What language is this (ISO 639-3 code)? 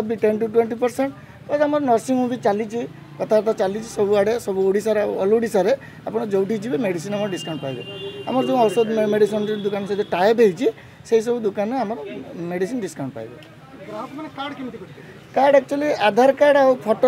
ori